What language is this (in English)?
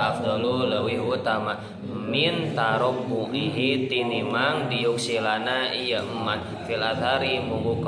Sundanese